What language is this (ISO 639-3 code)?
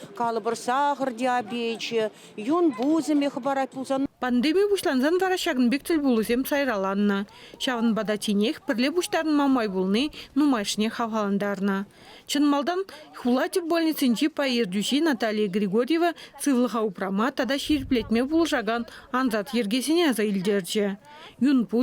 chv